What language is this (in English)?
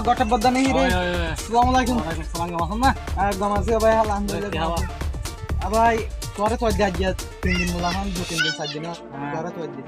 Rohingya